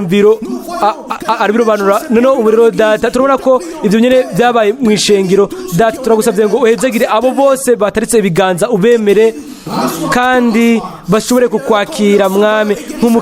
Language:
Rundi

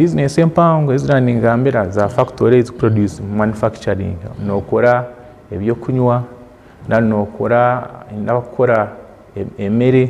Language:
Nyankole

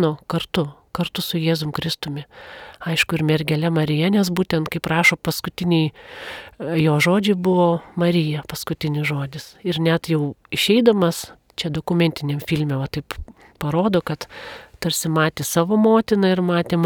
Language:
Lithuanian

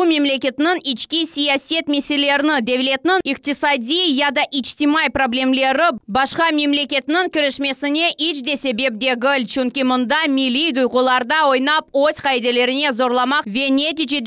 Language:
Crimean Tatar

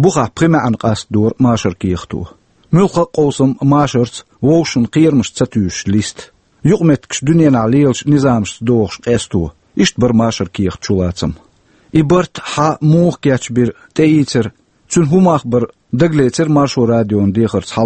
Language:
Chechen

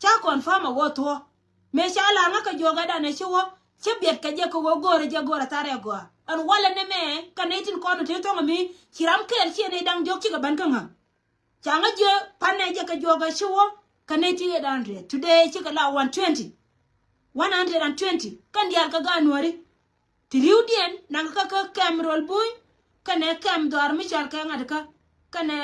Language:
Nuer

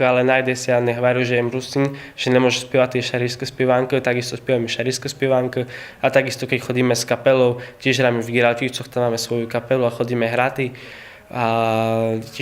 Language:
Rusyn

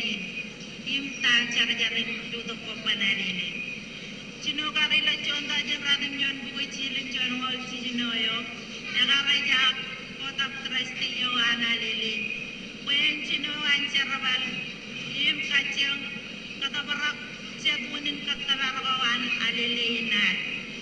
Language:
Marshallese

